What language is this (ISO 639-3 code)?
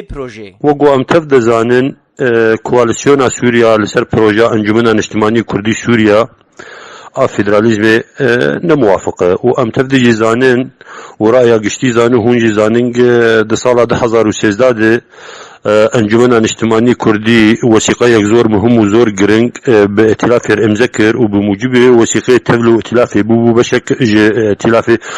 kur